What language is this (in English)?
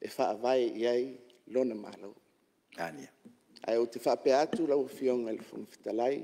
Samoan